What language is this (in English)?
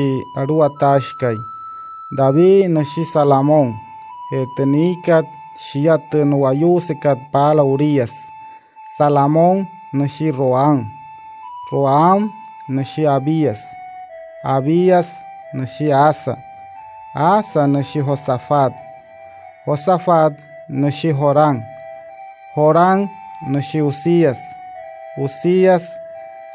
Wayuu